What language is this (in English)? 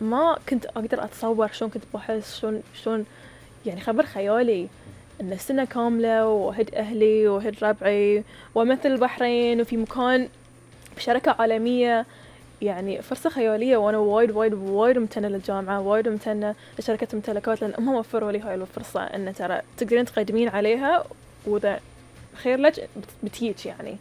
Gulf Arabic